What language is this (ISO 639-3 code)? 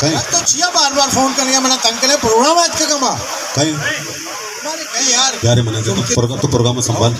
bal